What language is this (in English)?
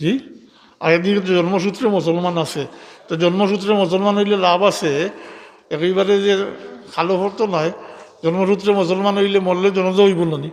Sylheti